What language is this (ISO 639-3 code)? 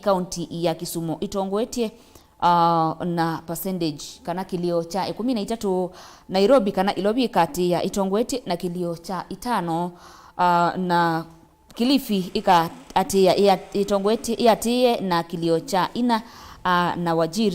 kam